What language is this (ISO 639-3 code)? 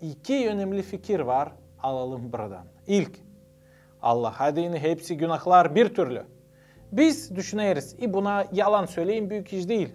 gag